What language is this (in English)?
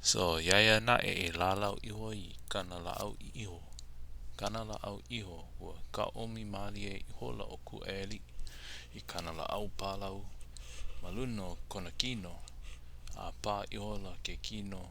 Hawaiian